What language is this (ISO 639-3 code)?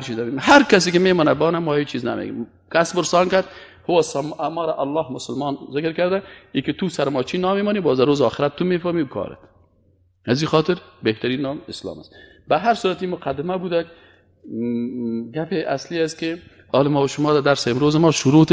fas